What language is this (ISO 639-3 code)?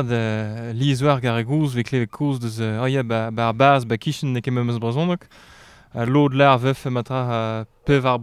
bre